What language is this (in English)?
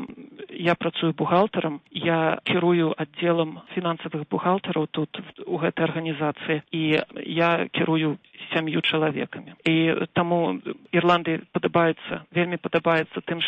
Belarusian